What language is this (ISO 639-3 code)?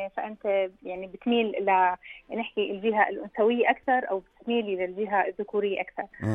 apc